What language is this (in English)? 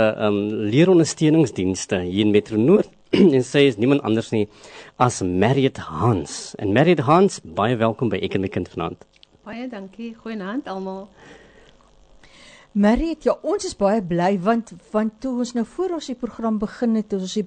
Afrikaans